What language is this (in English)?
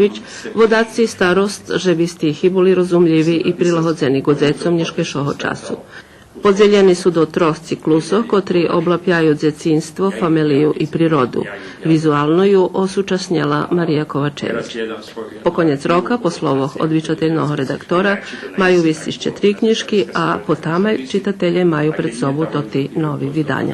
Rusyn